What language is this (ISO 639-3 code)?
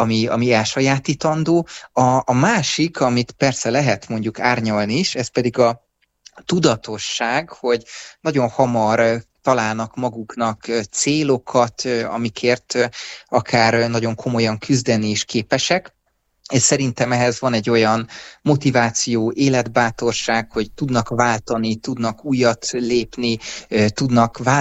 hun